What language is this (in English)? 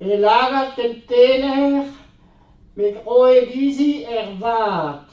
Breton